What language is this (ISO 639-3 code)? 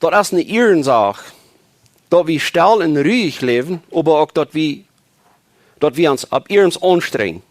pdt